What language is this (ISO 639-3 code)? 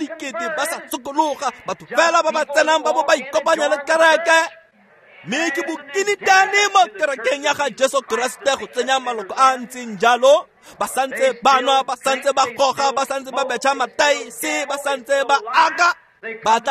tsn